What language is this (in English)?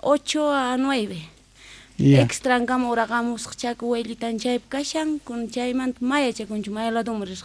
South Bolivian Quechua